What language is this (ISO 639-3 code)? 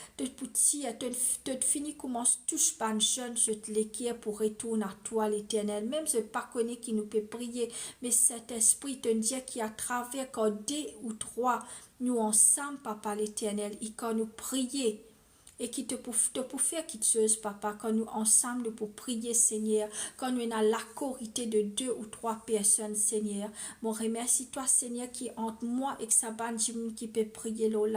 mfe